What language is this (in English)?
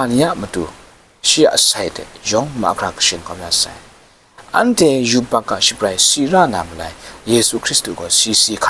Kachin